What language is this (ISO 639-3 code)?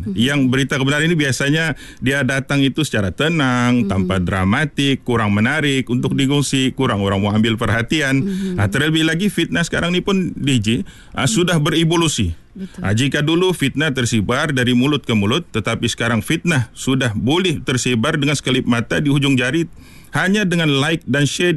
msa